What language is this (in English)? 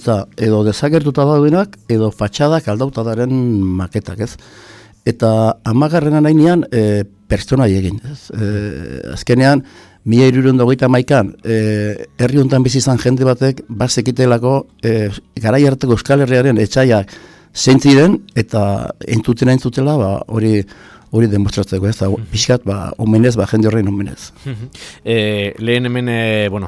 Basque